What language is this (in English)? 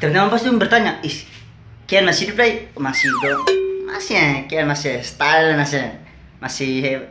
Ambonese Malay